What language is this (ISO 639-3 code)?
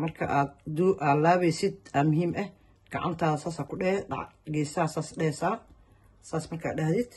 som